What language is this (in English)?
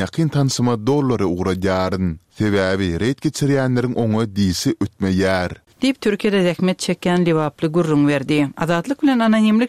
Turkmen